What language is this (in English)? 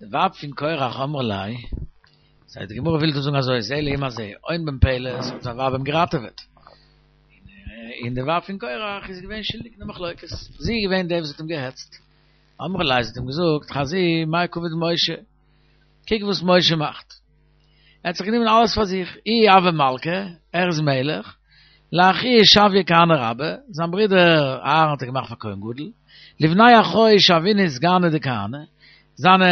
Yiddish